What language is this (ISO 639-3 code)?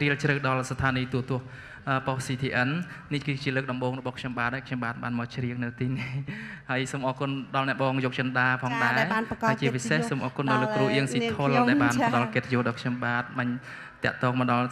khm